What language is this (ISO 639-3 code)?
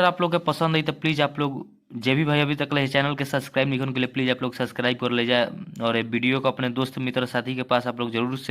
bho